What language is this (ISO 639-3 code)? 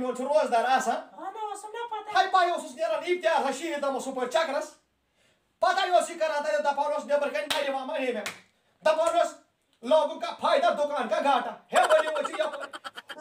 kas